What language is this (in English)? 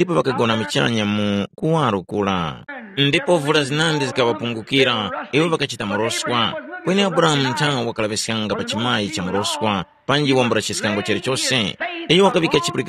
Tumbuka